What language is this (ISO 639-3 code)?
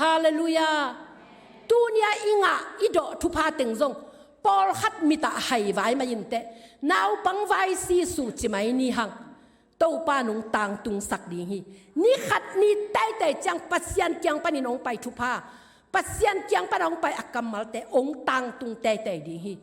ctd